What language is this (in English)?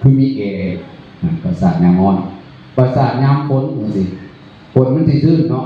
Northeastern Thai